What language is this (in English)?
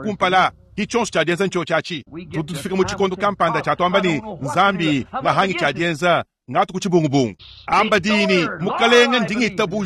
Luba-Lulua